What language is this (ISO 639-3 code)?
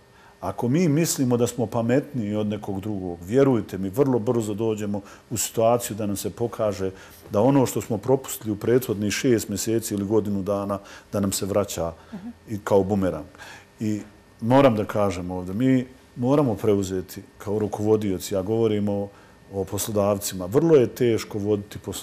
bos